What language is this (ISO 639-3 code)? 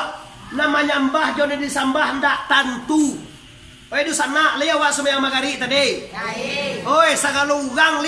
min